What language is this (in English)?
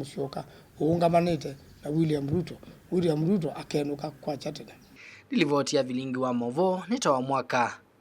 Kamba